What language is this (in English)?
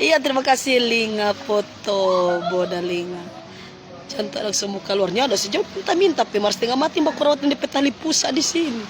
Manado Malay